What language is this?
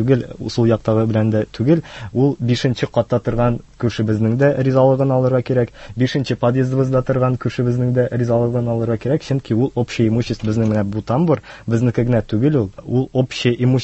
Tatar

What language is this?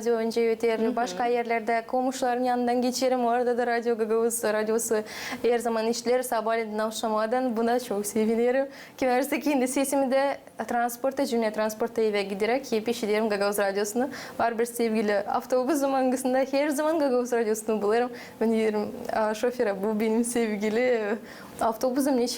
Gagauz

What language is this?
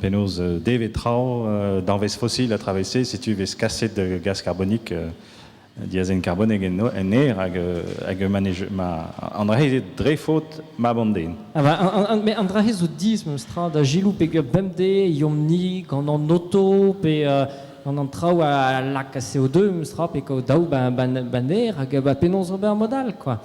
Breton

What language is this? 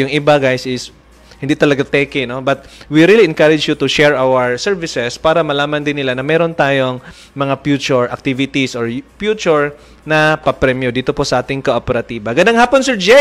Filipino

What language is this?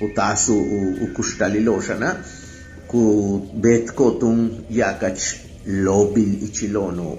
Yucateco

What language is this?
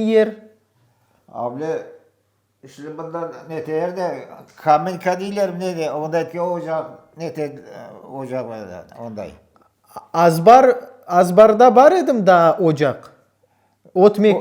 Crimean Tatar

